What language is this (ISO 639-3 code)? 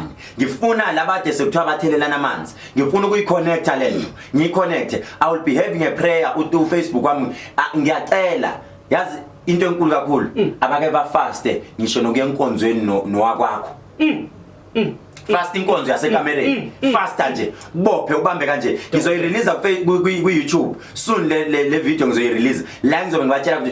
zul